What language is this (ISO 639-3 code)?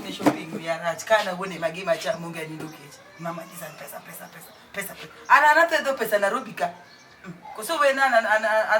luo